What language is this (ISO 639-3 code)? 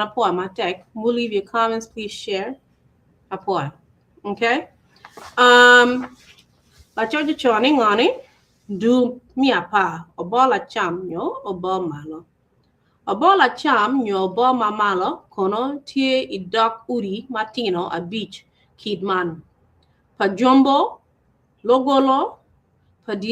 ach